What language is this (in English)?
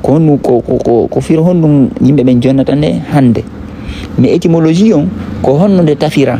Fula